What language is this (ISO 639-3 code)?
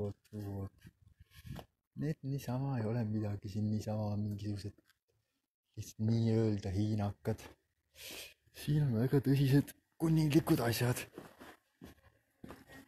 est